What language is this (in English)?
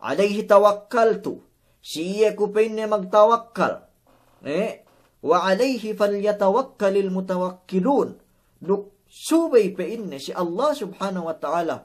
Yakan